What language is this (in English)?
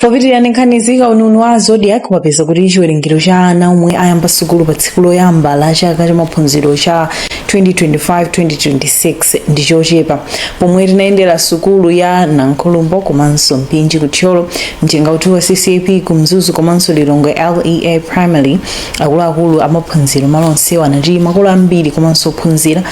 Nyanja